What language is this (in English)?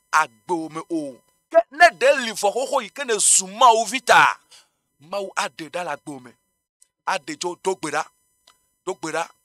Ewe